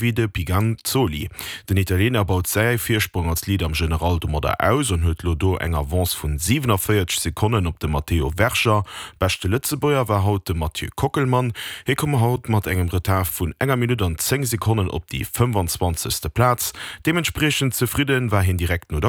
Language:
Luxembourgish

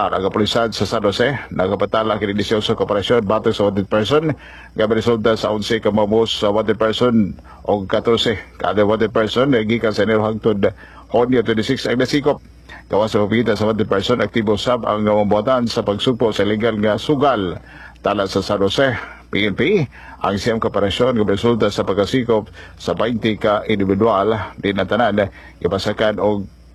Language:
Cebuano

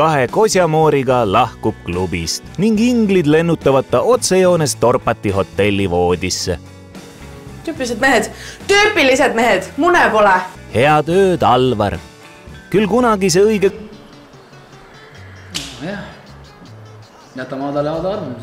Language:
Estonian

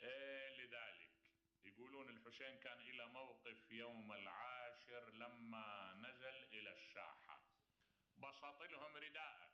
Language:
Mesopotamian Arabic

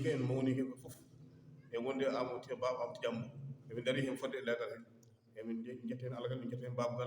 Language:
Fula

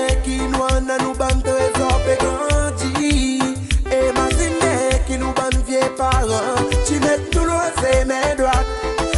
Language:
Seselwa Creole French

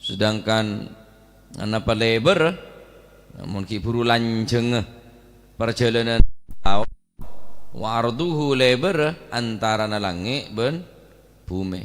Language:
Madurese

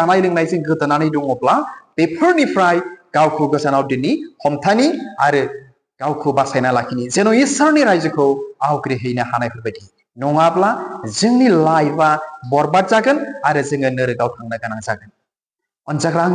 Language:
Bodo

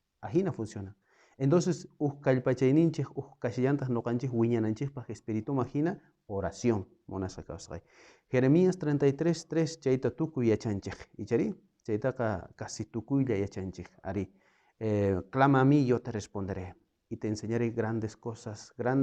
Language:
South Bolivian Quechua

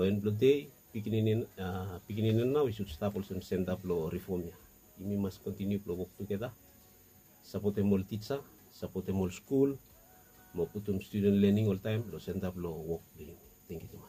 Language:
Bislama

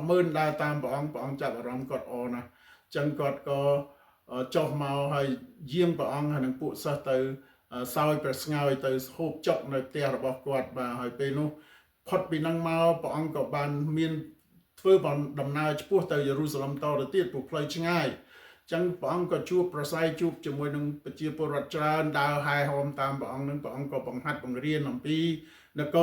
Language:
Khmer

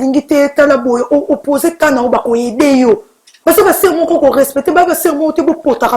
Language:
Lingala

